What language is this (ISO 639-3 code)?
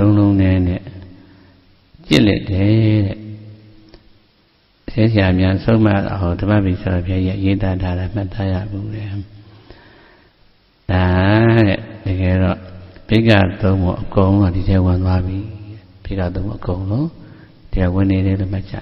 mya